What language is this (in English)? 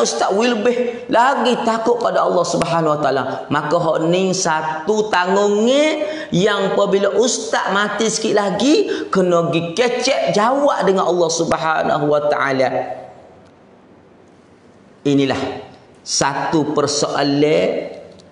Pattani Malay